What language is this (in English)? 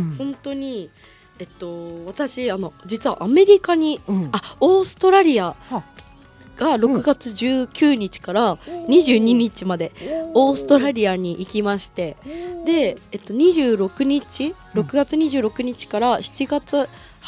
Japanese